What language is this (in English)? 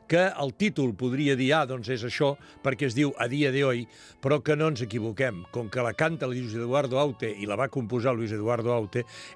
Catalan